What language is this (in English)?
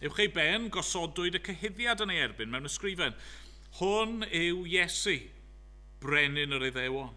Welsh